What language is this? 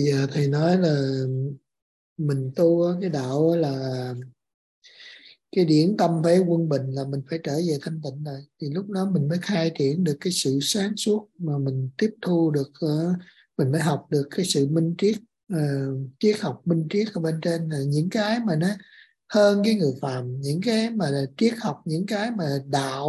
Vietnamese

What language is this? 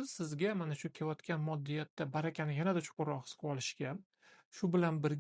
Uzbek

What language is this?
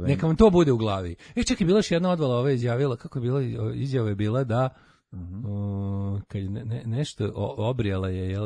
Serbian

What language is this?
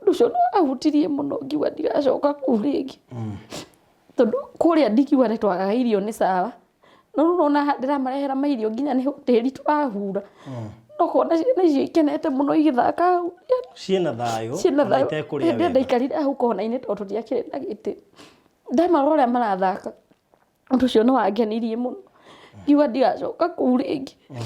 Kikuyu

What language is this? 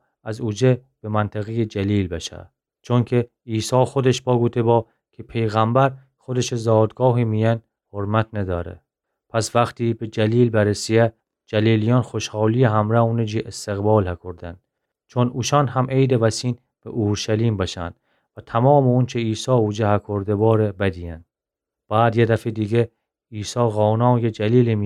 Gilaki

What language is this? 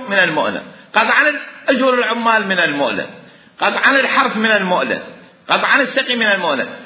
Mesopotamian Arabic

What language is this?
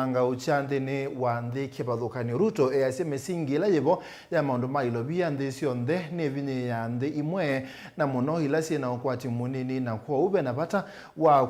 Kamba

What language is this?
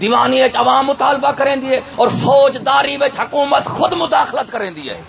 Saraiki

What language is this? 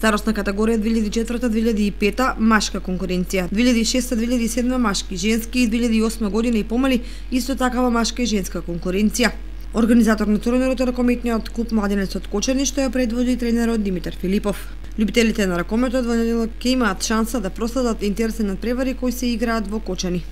Macedonian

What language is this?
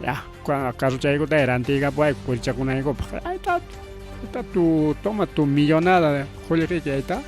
Ayacucho Quechua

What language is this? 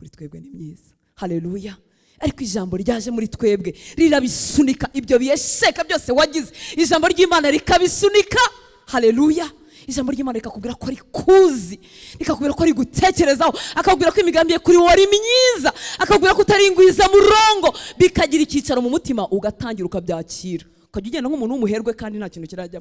Kinyarwanda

